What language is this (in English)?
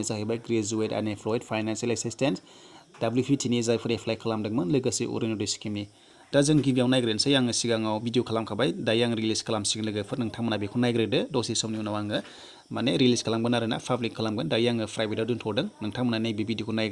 Bodo